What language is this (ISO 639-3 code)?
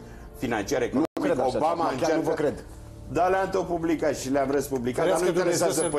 ron